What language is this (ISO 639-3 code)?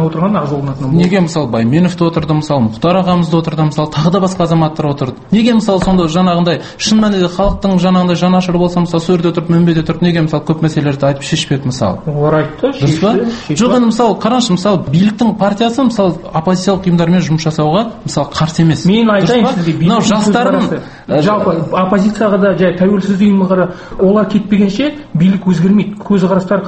kaz